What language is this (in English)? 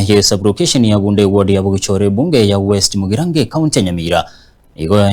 Gusii